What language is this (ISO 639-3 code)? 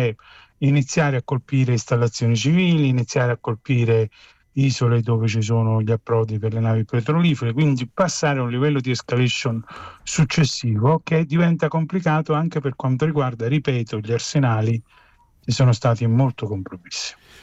ita